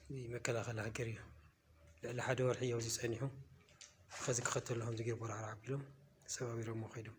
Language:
Tigrinya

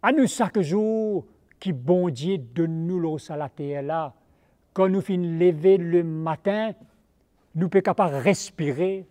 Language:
Morisyen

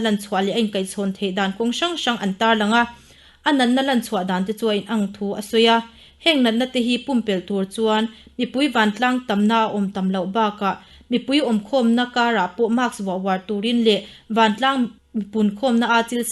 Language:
Mizo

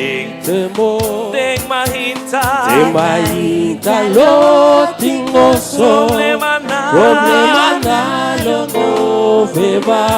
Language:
Papiamento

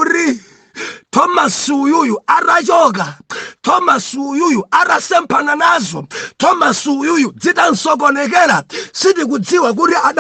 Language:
Nyanja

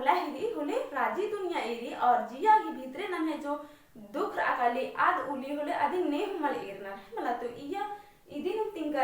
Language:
Kurukh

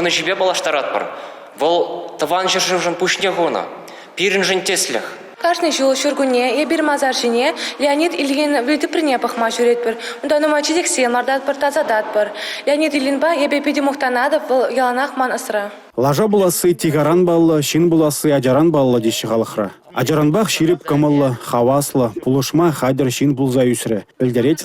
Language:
Chuvash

